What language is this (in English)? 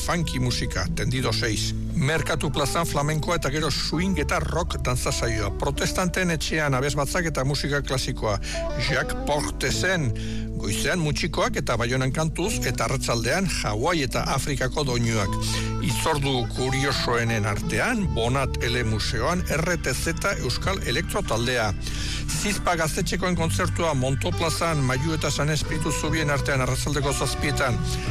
Basque